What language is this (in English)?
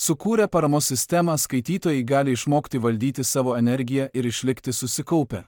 Lithuanian